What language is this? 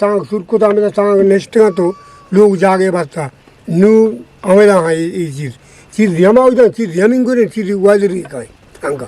Eastern Balochi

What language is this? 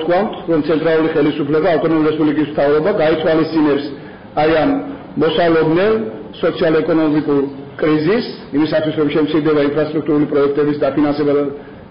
Georgian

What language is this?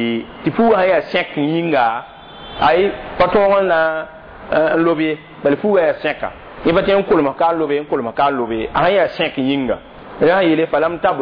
Mossi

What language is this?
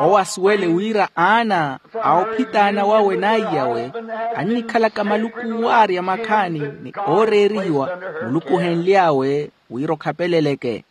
Makhuwa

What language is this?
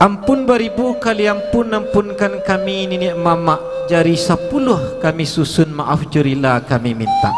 Minangkabau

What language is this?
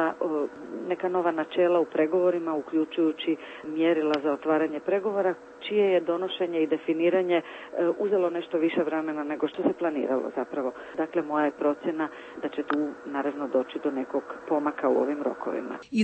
Croatian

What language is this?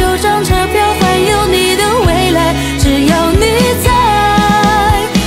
Chinese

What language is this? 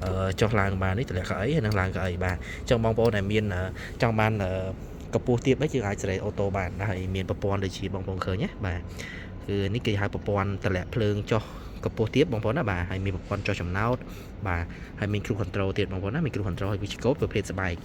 Khmer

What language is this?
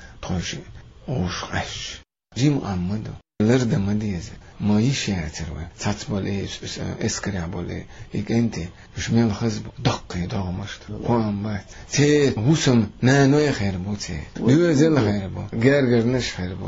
Chechen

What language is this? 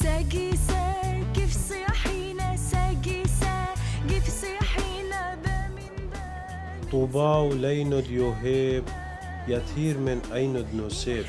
Turoyo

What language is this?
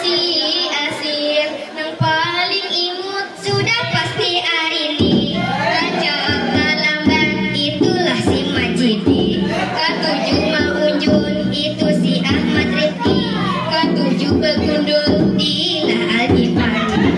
Banjar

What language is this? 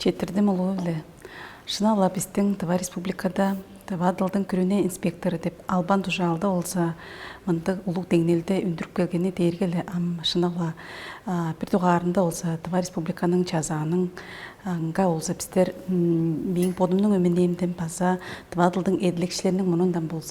Tuvinian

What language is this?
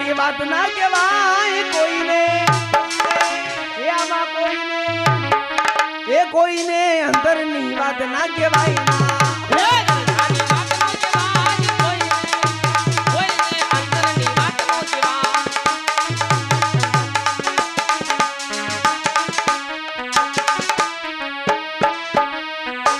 Gujarati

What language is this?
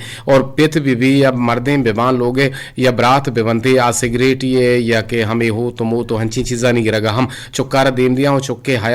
Eastern Balochi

